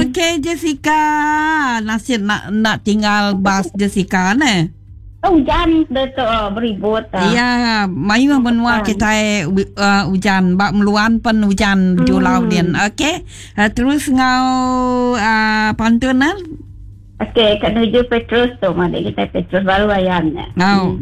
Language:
Iban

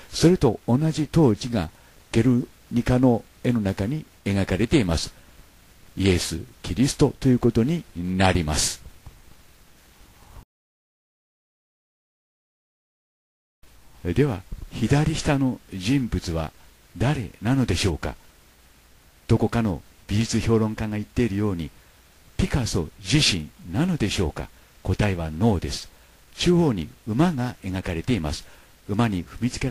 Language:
Japanese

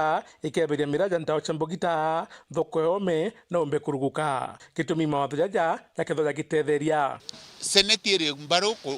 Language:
Meru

